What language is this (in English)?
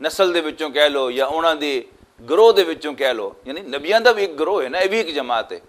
Western Panjabi